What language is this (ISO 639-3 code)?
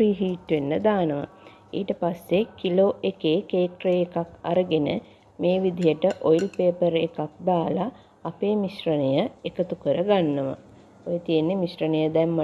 sin